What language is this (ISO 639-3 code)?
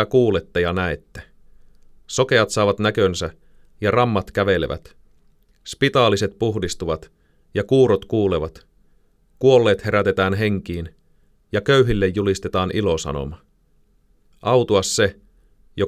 fin